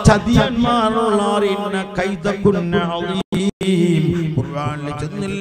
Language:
Malayalam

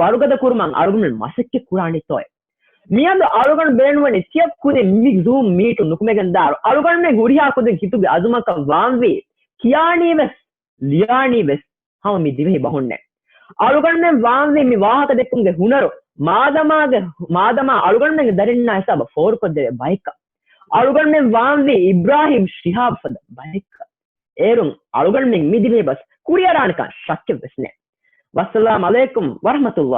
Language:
Divehi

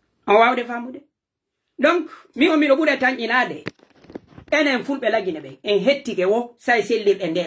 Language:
Pular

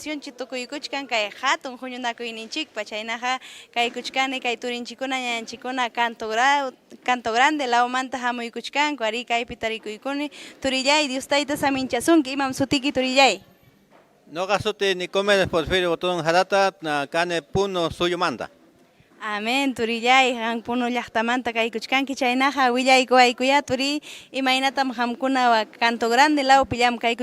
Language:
Ayacucho Quechua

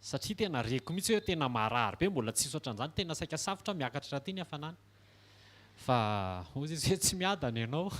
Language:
Malagasy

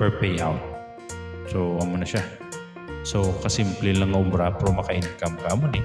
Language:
Hiligaynon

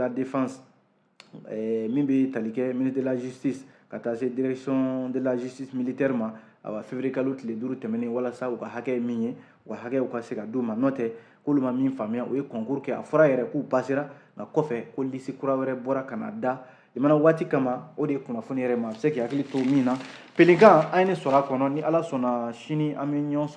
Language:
Bambara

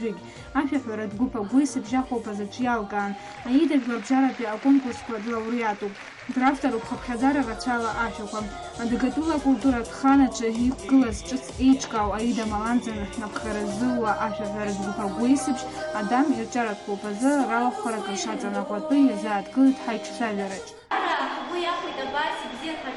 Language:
Abkhazian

